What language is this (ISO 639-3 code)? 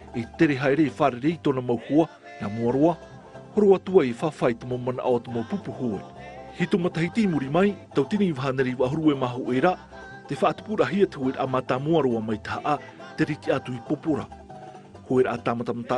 tah